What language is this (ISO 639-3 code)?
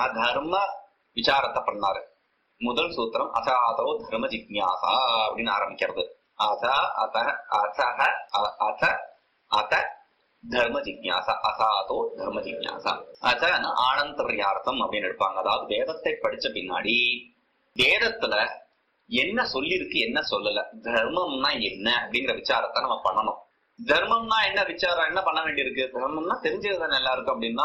tam